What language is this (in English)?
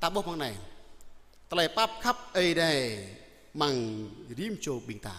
Jarai